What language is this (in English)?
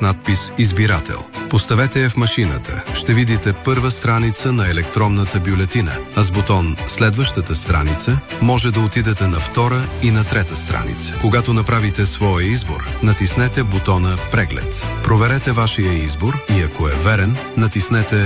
Bulgarian